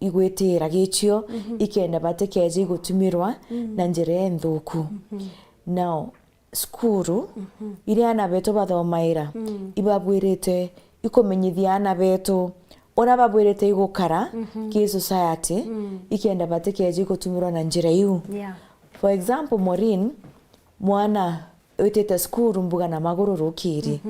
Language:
Meru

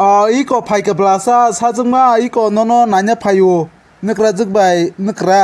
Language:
Kok Borok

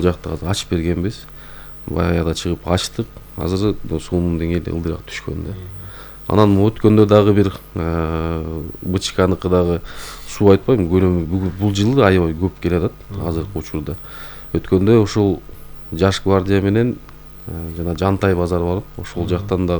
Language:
Kyrgyz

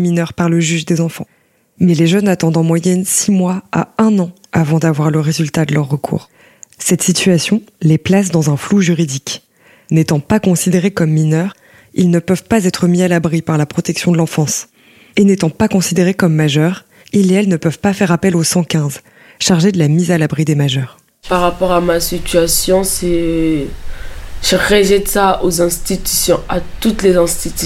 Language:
French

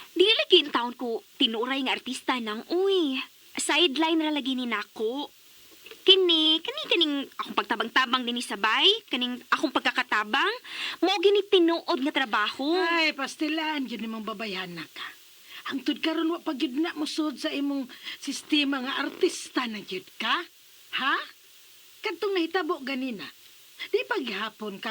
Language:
Cebuano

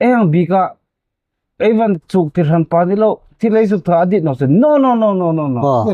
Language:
Hmar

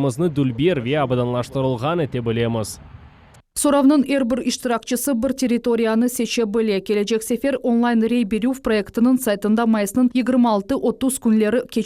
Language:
Crimean Tatar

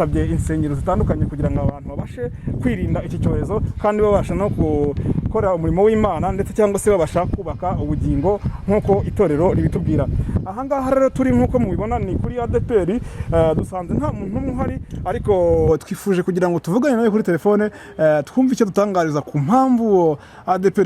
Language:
Kinyarwanda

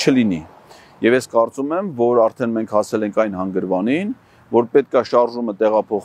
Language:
Armenian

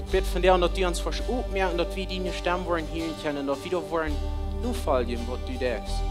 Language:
Plautdietsch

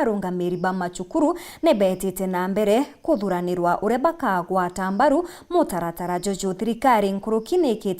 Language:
Meru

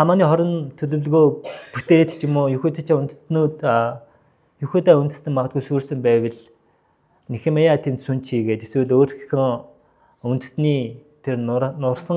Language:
Mongolian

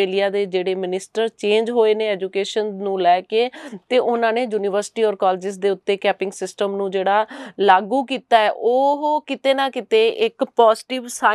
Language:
Punjabi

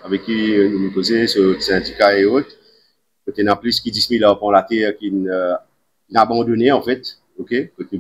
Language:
Morisyen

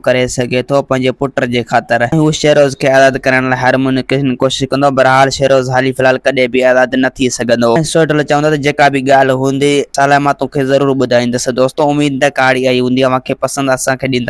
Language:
Sindhi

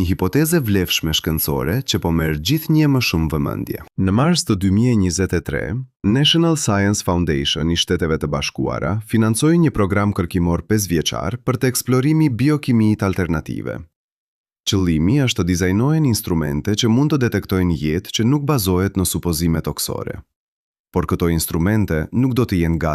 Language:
Albanian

